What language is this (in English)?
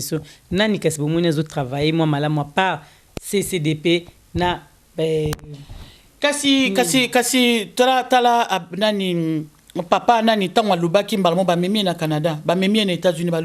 Lingala